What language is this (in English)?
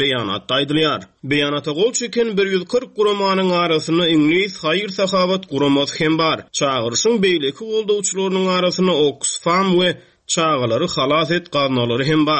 Turkmen